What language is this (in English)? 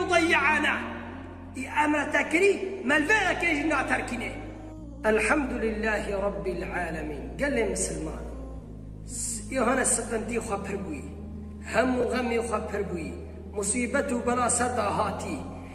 Kurdish